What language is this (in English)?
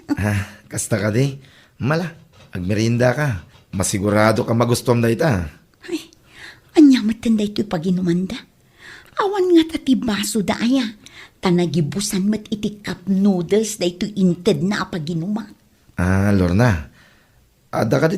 Iloko